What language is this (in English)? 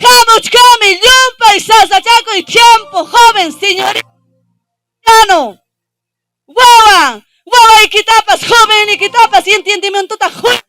Ayacucho Quechua